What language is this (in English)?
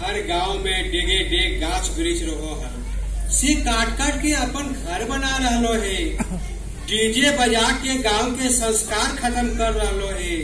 Magahi